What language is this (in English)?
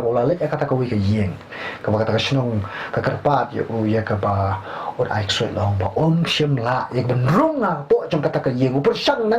Khasi